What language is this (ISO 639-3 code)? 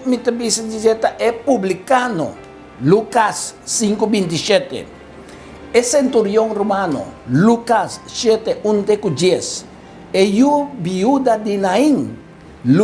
pap